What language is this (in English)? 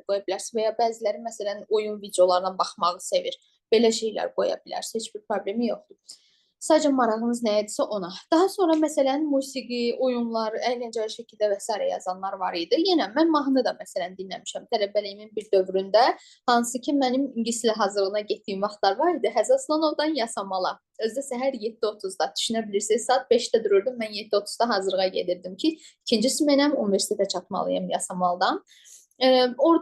Azerbaijani